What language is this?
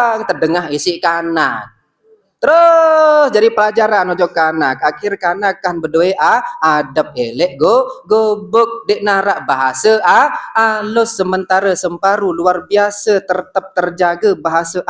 Sasak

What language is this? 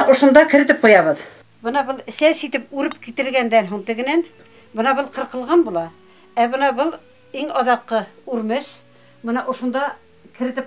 Bashkir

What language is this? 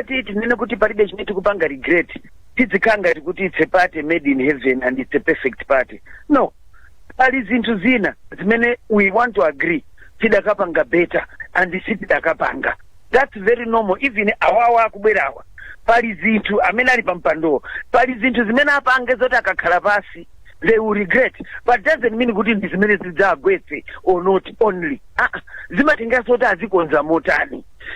Nyanja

